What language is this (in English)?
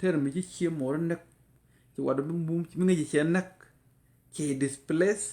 Nuer